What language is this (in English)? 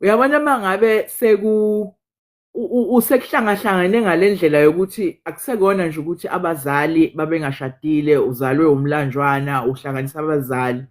Zulu